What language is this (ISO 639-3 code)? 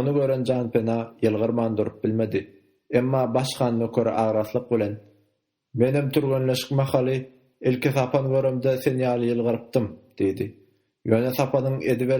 tuk